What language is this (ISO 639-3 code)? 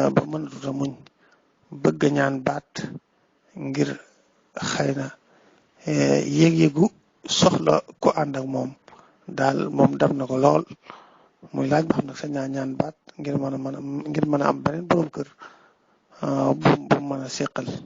wol